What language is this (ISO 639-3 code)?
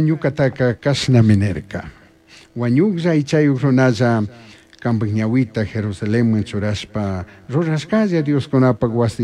qug